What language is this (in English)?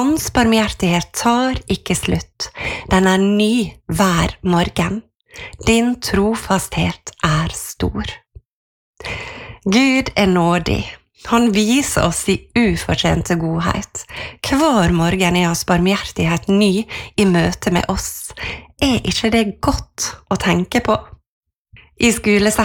Norwegian